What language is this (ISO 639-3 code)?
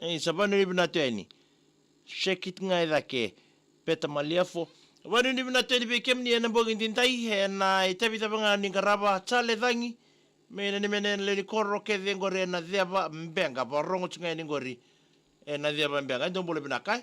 fij